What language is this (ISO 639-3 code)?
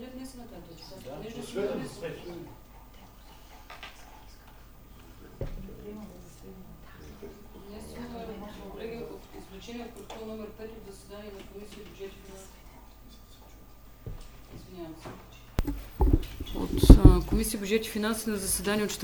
bul